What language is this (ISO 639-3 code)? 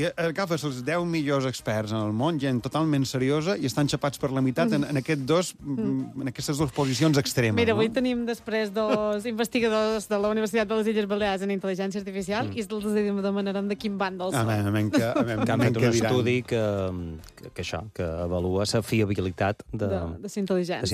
cat